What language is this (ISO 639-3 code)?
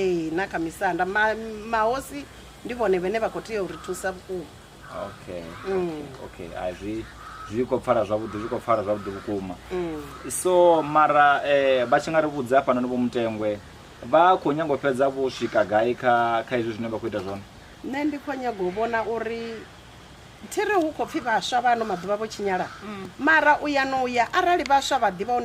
ven